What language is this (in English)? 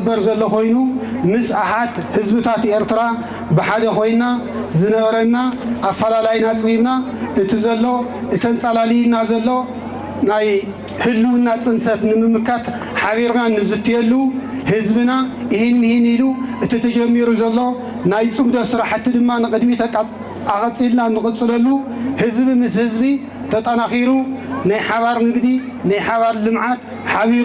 Tigrinya